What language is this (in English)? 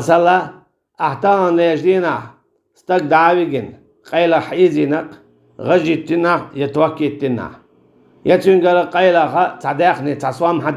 Chechen